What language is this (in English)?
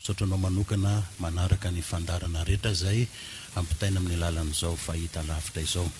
Malagasy